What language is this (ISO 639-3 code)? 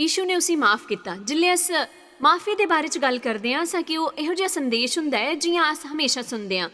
doi